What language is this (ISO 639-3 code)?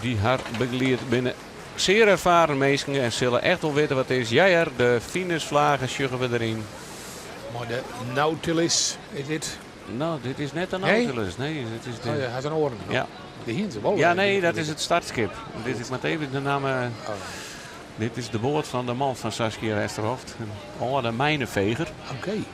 fry